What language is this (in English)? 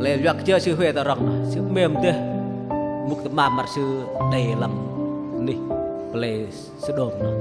Bahnar